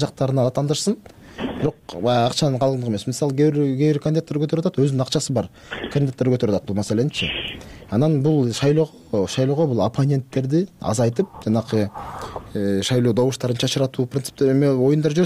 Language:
Kyrgyz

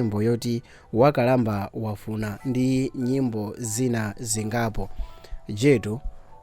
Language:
Nyanja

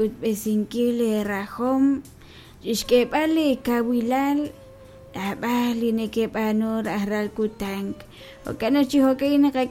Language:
Kekchí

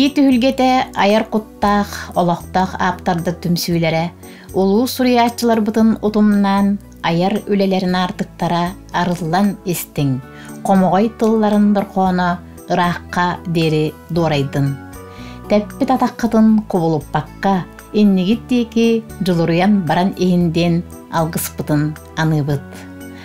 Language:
Yakut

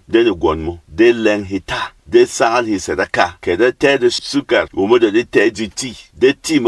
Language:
Berom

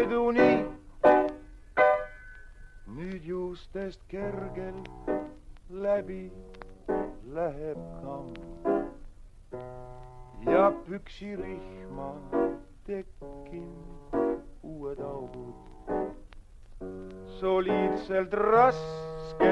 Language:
Estonian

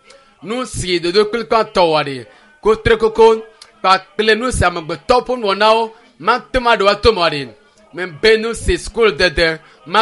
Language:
Ewe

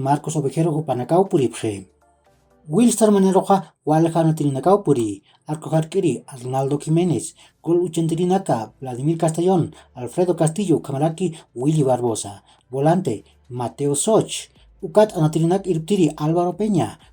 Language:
Aymara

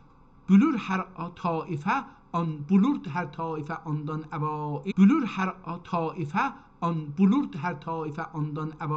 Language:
South Azerbaijani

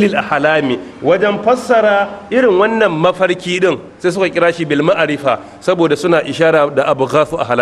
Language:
Hausa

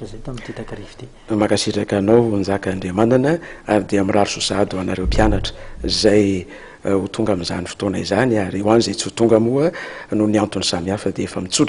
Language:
Malagasy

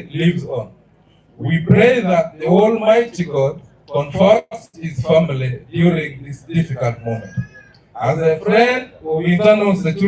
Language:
Acoli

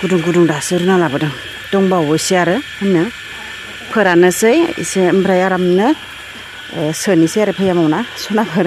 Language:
Bodo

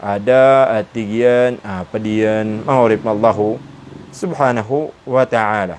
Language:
Maranao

